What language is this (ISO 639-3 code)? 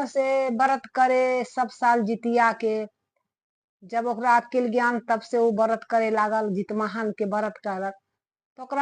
mai